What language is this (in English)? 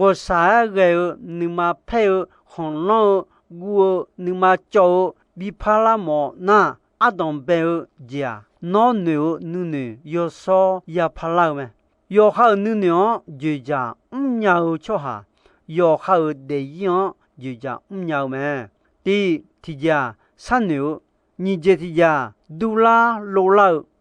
Akha